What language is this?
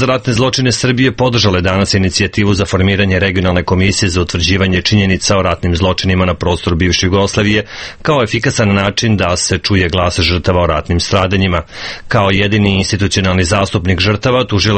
Serbian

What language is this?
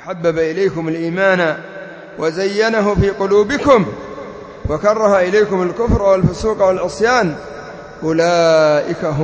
Arabic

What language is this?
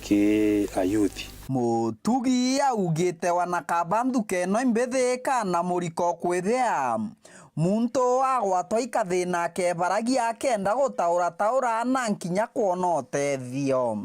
Meru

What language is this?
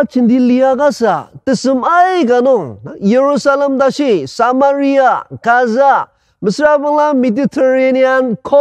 Ao Naga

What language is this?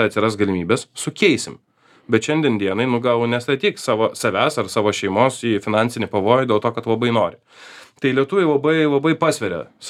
Lithuanian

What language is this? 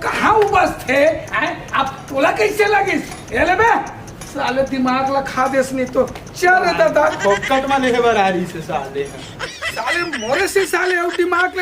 Chhattisgarhi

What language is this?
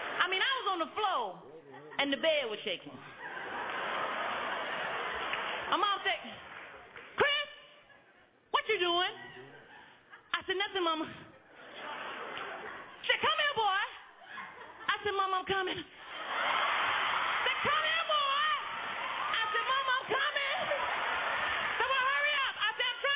English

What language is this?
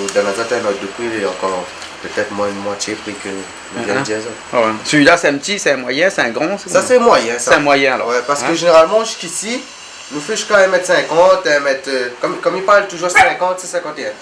Réunion Creole French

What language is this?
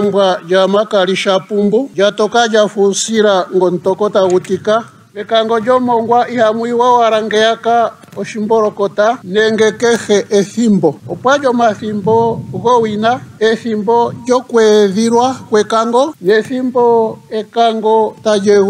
Ndonga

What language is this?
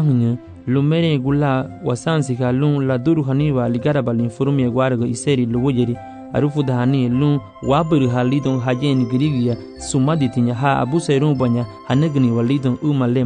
Garifuna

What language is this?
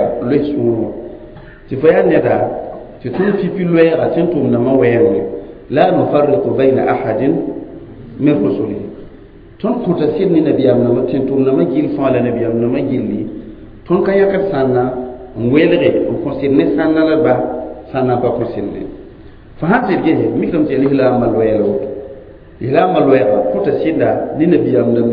Mossi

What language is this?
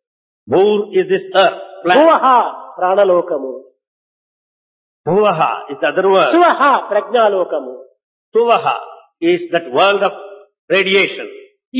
Telugu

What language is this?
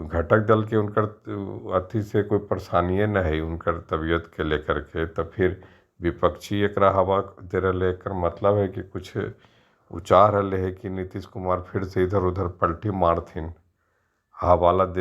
Magahi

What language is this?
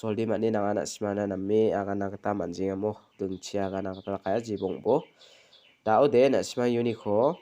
Garo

